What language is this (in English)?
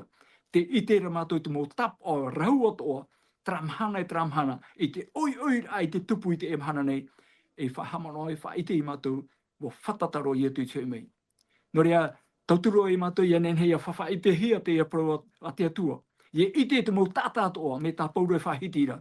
Tahitian